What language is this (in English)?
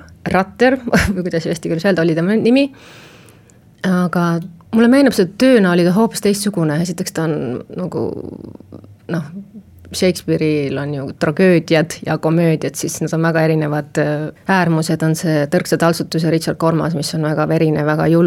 Estonian